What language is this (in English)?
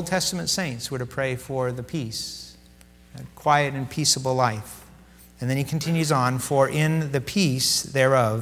English